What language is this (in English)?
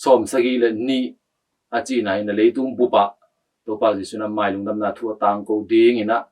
Tedim Chin